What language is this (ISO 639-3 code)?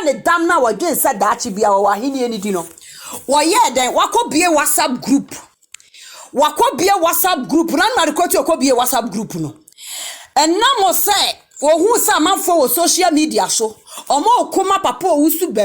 aka